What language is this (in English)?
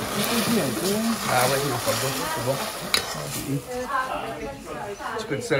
Réunion Creole French